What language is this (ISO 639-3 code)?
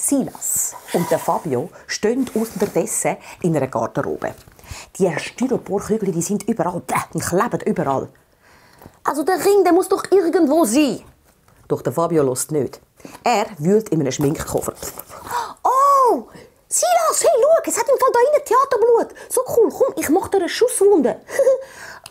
gsw